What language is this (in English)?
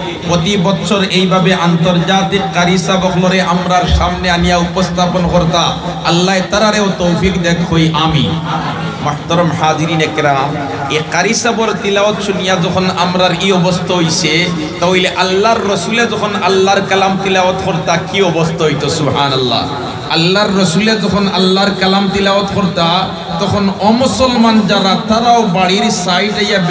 Sylheti